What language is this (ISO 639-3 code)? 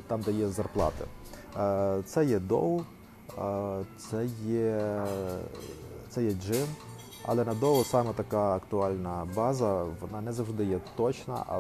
ukr